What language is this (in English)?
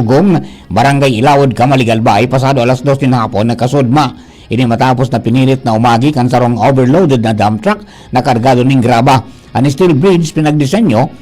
Bikol